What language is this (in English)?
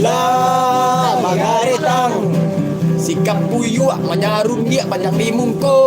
Minangkabau